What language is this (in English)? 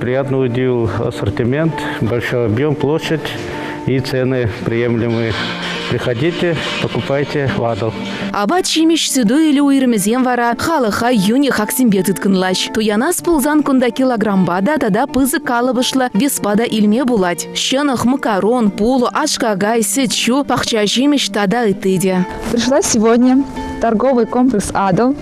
Chuvash